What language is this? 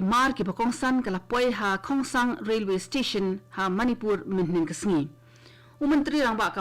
Khasi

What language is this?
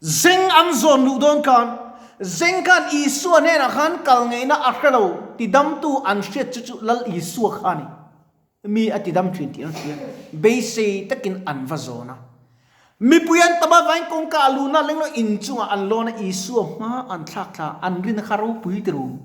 Mizo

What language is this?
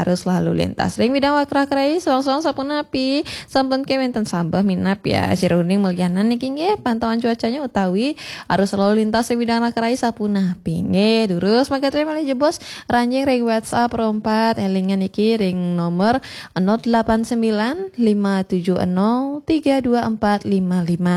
Balinese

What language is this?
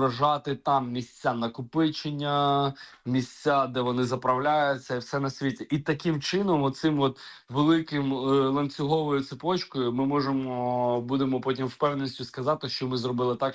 Ukrainian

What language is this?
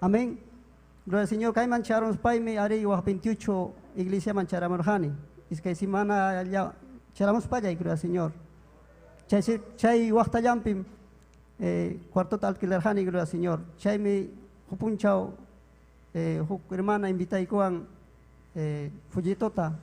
Ayacucho Quechua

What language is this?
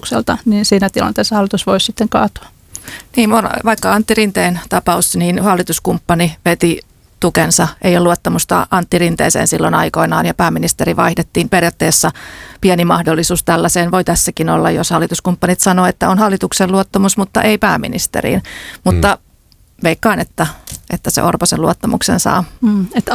Finnish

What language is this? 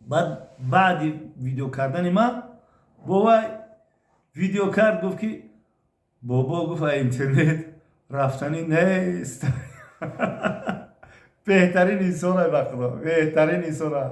Tajik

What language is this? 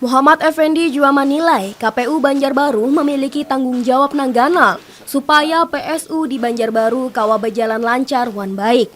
Banjar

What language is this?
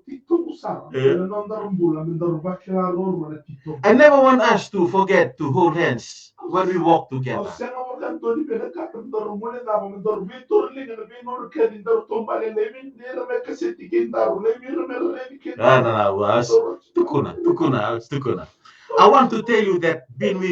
Fijian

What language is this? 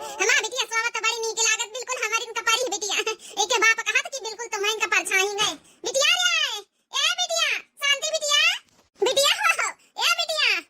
Awadhi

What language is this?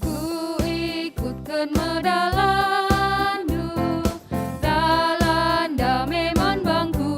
Batak Karo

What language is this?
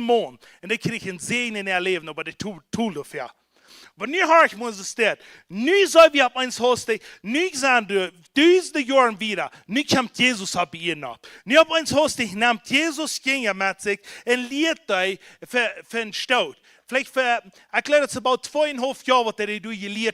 Plautdietsch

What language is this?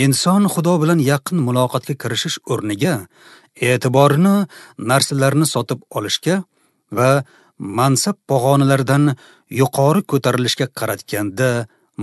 Uzbek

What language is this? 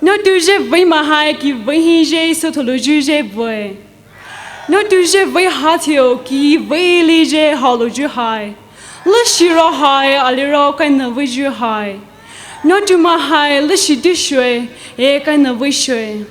Poumei Naga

